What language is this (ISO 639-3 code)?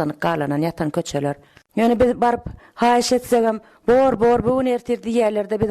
tuk